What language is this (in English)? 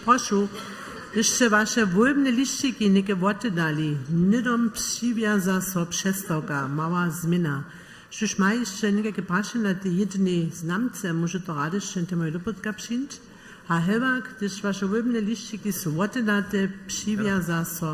Upper Sorbian